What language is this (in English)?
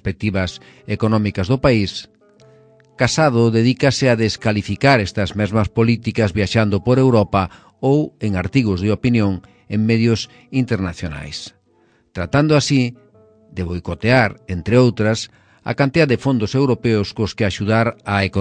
Galician